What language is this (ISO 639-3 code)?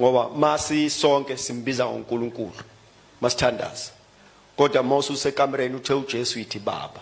zul